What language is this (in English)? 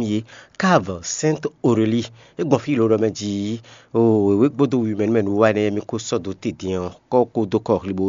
Fon